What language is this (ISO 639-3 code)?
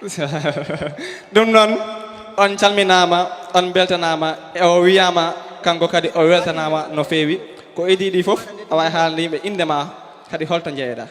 ful